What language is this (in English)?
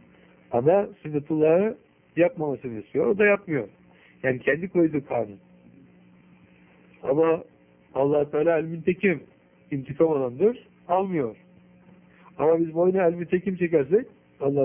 Turkish